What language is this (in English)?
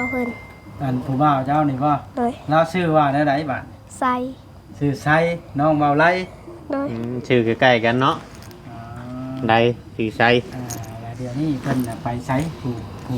Northeastern Thai